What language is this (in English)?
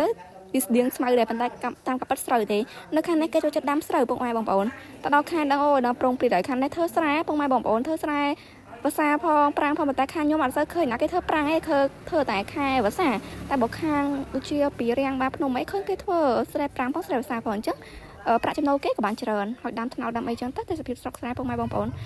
Khmer